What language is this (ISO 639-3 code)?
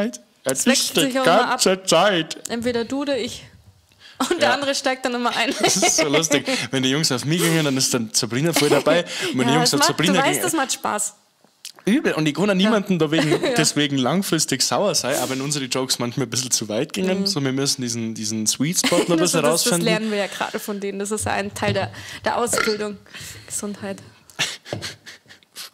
bar